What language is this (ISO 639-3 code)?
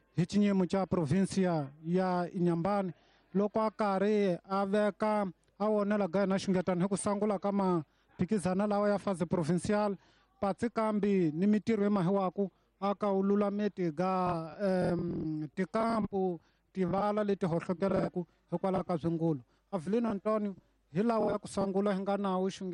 tso